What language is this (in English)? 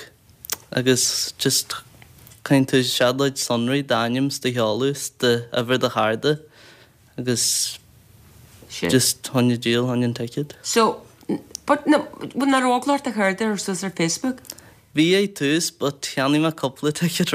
Irish